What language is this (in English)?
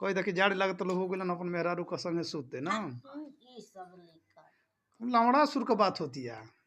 Bhojpuri